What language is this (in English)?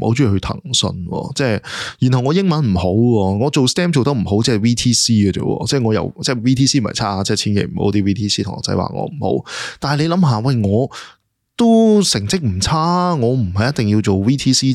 Cantonese